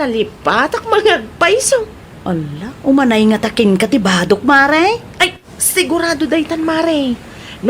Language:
Iloko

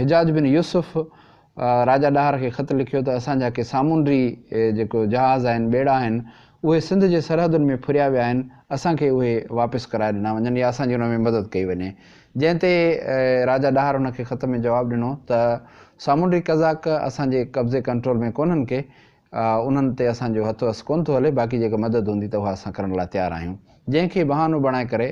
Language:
Sindhi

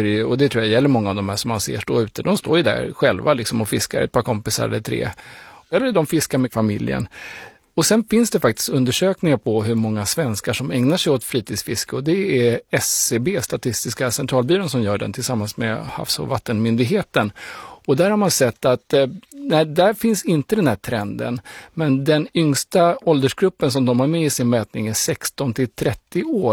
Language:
Swedish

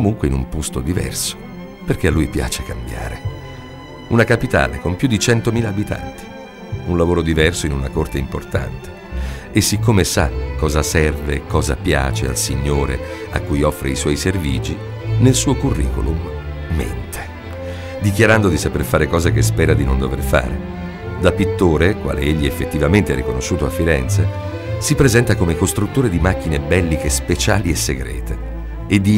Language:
Italian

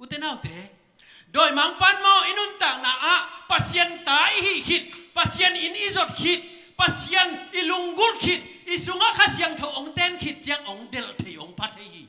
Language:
Tedim Chin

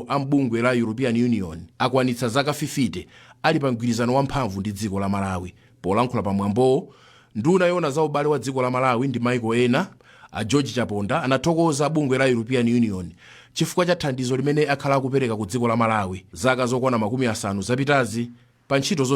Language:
Nyanja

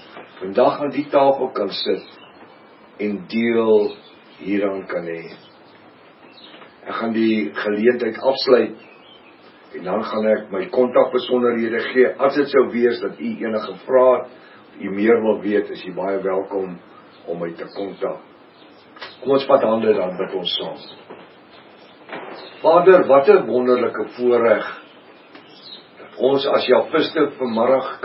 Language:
Afrikaans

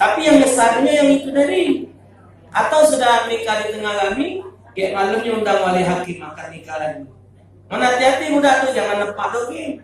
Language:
Musi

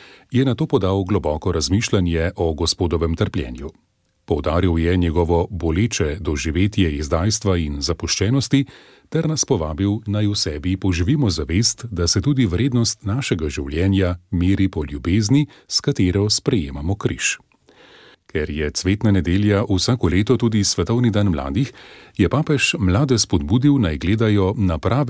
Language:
Slovenian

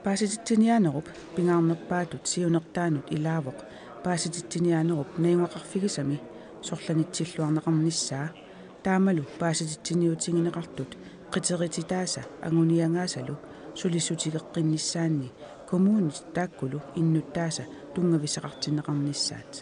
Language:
Kalaallisut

